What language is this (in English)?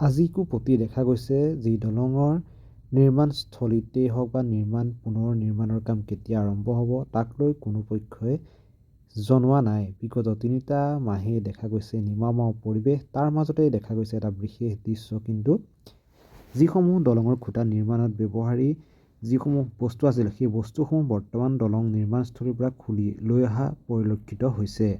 Assamese